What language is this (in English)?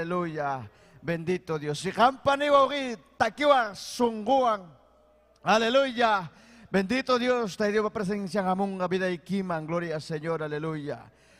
Ayacucho Quechua